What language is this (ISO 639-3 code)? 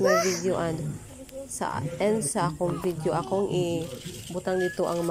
ceb